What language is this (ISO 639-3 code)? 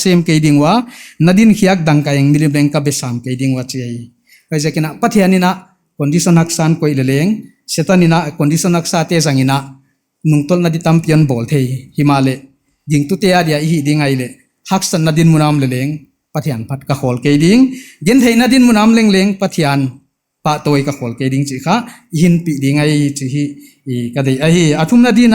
pck